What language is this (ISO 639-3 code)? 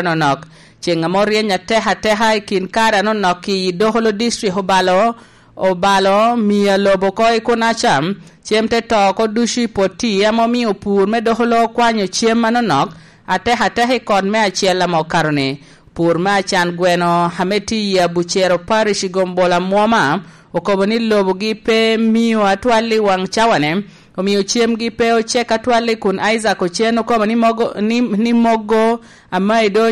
laj